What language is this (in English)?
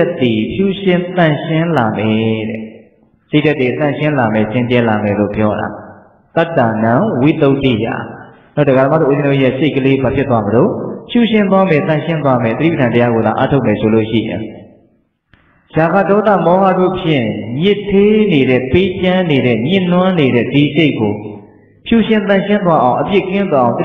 Burmese